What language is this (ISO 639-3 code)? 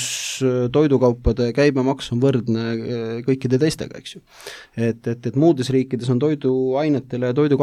est